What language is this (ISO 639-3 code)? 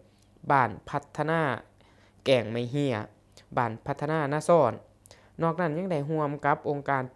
lao